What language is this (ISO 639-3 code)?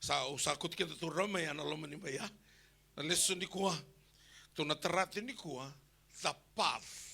fij